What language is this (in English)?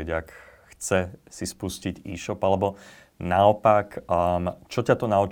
Slovak